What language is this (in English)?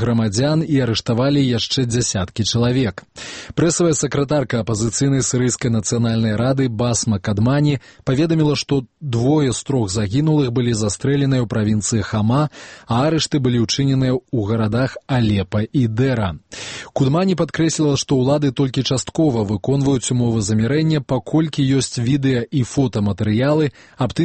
Belarusian